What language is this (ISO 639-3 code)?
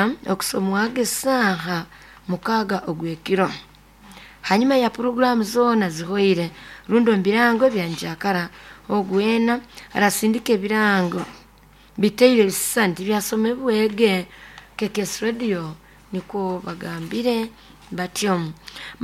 nyo